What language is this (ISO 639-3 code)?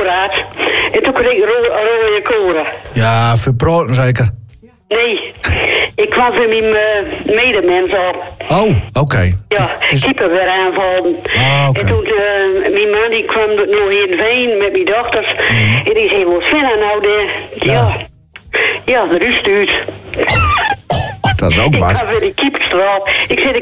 nld